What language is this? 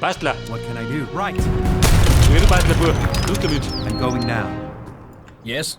Bavarian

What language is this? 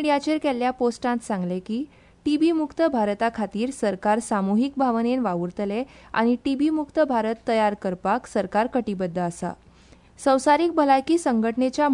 Konkani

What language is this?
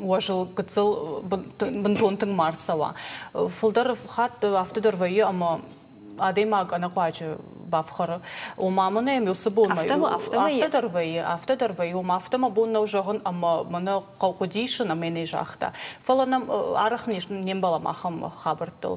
Ossetic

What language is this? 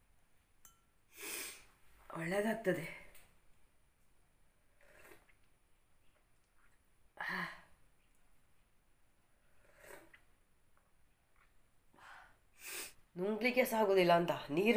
Kannada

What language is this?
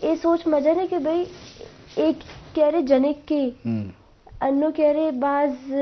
Eastern Balochi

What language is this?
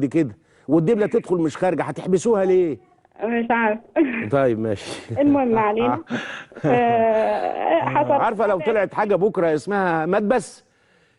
Egyptian Arabic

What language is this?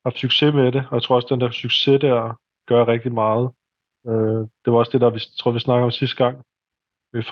Danish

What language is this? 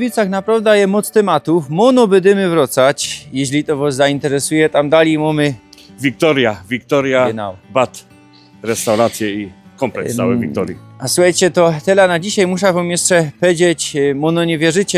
Silesian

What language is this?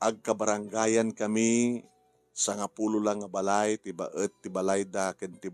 Iloko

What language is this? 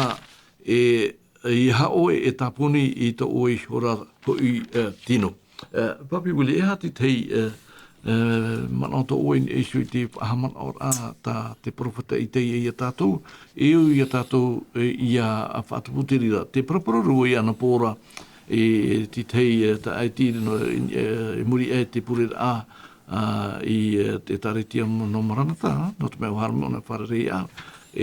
Tahitian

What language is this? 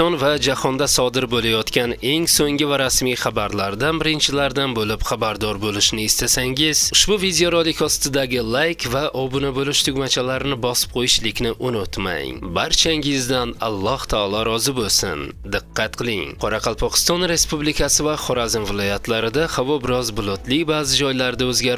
Uzbek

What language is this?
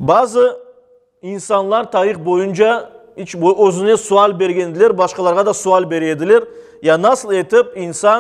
Crimean Tatar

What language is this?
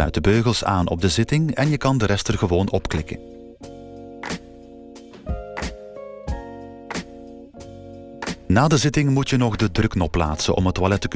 Dutch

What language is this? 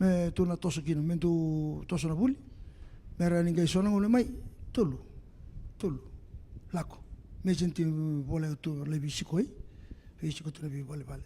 Fijian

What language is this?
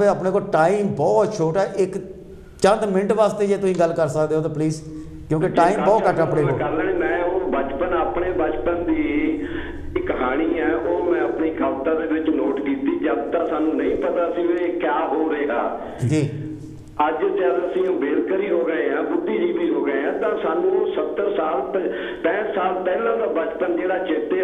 Punjabi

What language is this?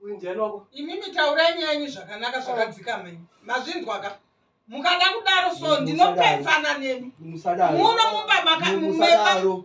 Shona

